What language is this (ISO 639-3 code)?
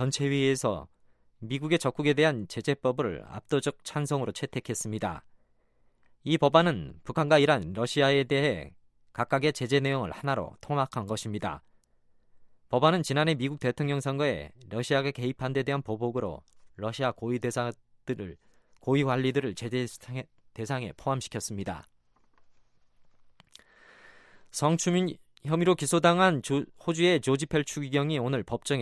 kor